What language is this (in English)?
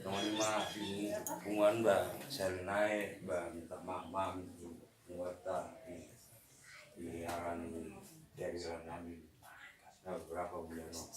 Batak Toba